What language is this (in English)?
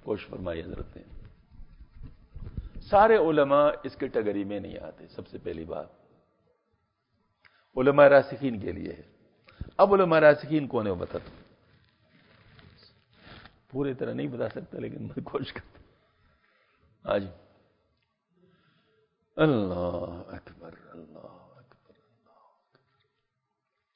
Urdu